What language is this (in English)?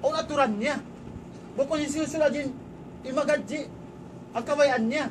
Tausug